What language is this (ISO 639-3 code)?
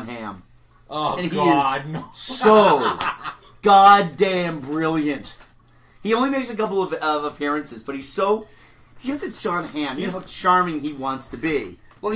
eng